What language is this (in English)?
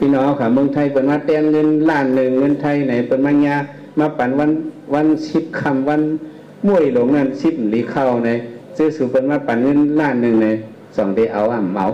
Shan